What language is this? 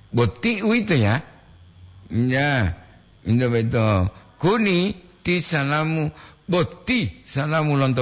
Gorontalo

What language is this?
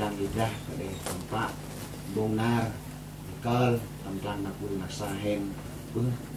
Central Mnong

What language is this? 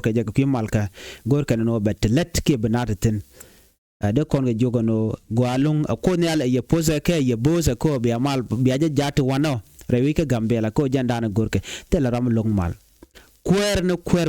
Nuer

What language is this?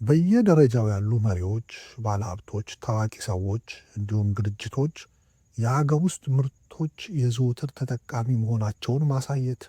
Amharic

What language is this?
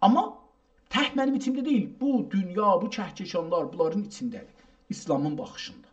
South Azerbaijani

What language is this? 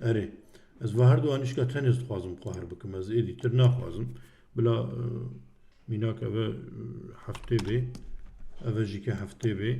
Kurdish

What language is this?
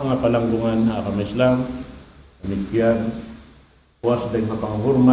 Tausug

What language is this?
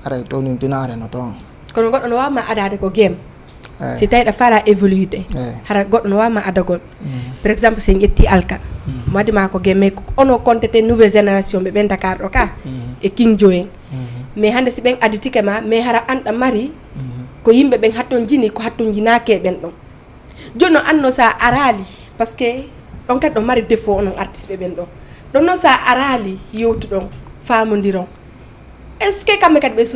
Fula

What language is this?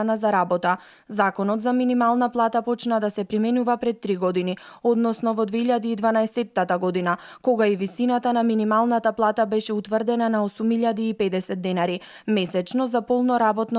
Macedonian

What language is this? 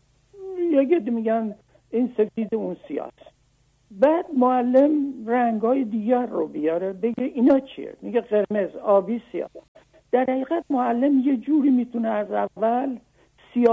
Persian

